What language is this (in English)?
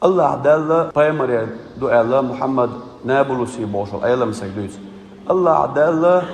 Chechen